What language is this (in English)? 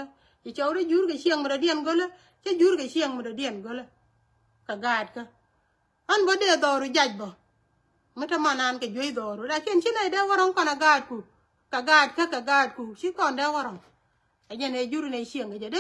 Nuer